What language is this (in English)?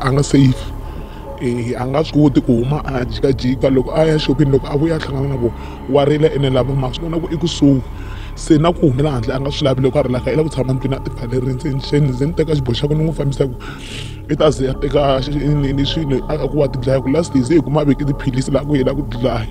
Tsonga